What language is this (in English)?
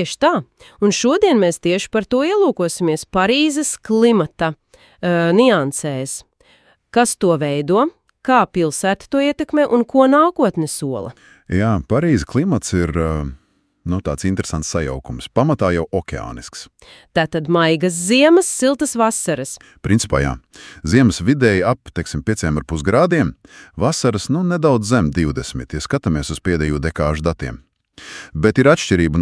Latvian